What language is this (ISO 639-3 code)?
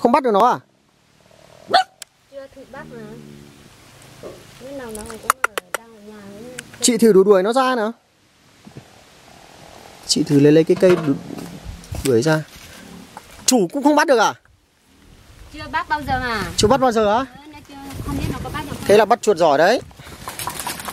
vie